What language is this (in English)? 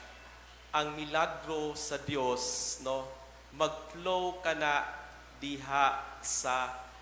Cebuano